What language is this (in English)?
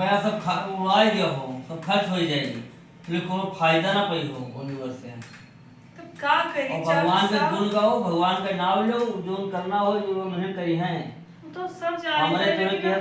Awadhi